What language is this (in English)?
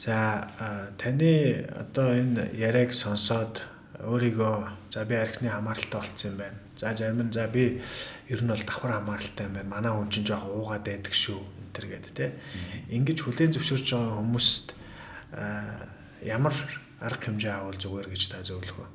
Mongolian